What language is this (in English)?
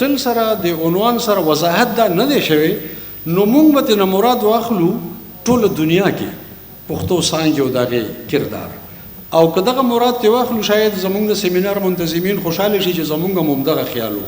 Pashto